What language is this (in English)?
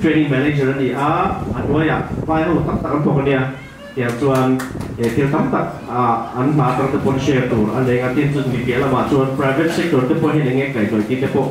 Mizo